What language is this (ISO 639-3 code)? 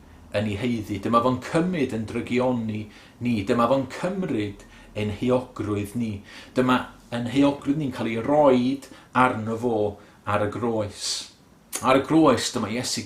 cym